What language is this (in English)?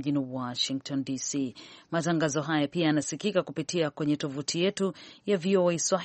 Swahili